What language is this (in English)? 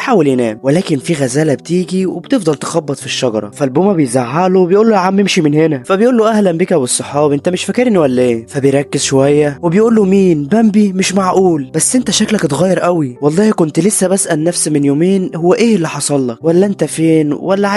Egyptian Arabic